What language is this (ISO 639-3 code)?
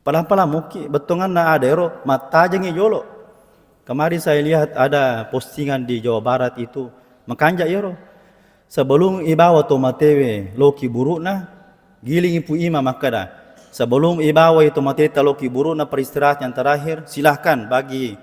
bug